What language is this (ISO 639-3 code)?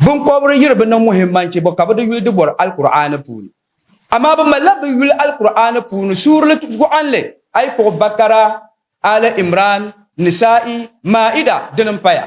dag